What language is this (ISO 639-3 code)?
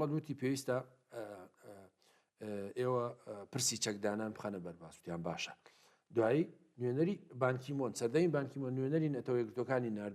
ckb